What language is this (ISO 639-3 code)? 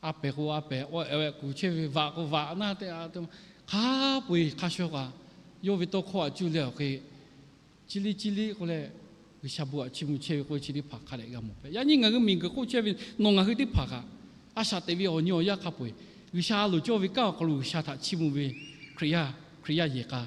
lhu